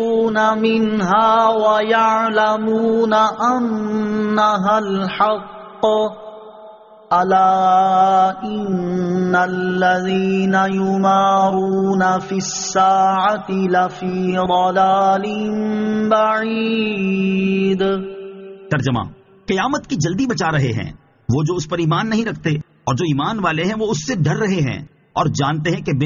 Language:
Urdu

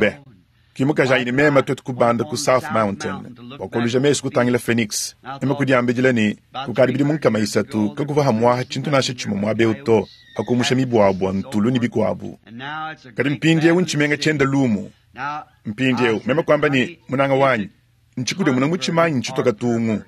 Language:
Luba-Lulua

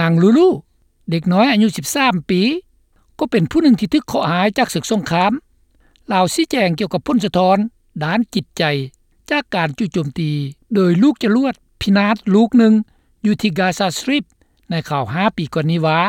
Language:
Lao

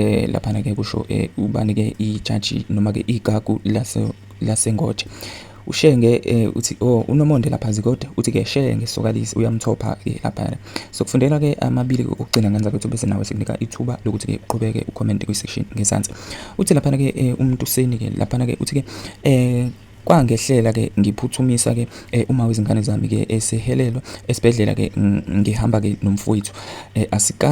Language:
Zulu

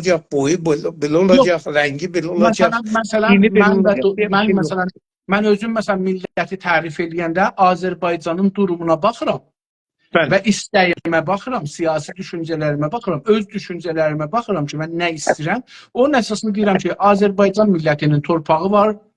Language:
South Azerbaijani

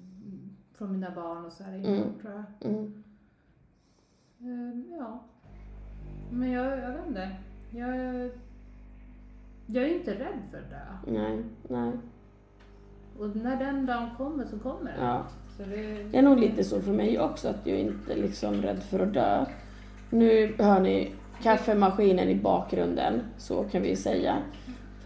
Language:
Swedish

